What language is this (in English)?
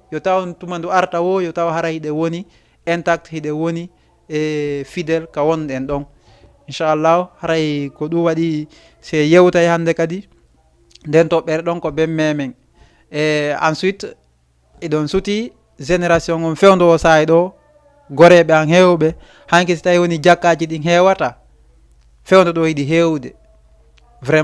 Fula